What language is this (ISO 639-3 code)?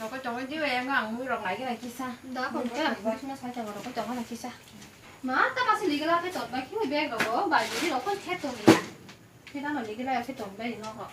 trp